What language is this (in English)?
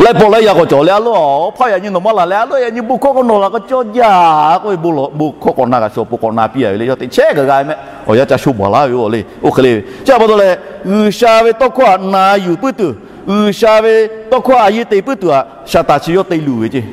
Lahu